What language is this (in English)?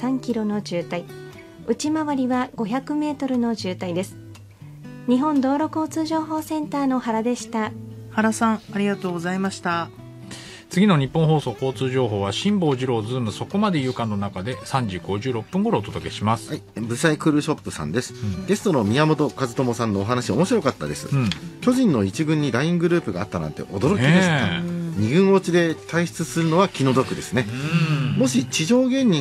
Japanese